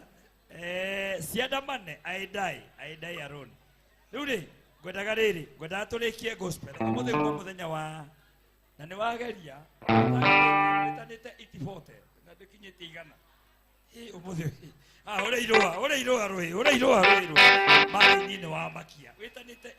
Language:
Kikuyu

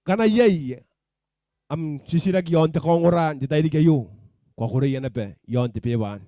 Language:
Gilbertese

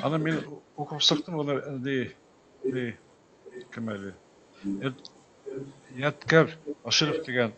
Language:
Bashkir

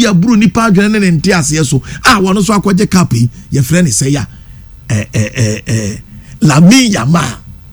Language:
Akan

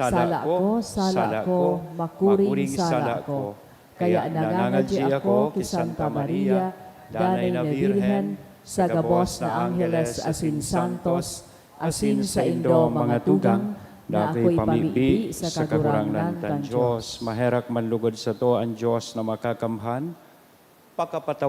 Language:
Bikol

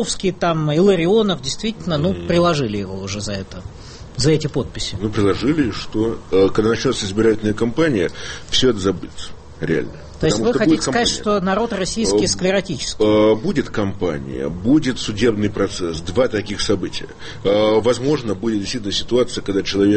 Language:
Russian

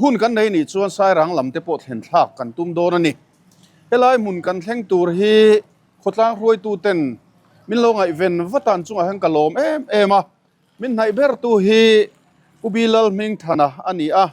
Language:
Mizo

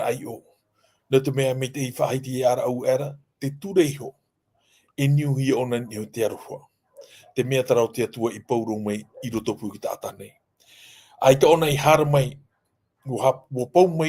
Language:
Tahitian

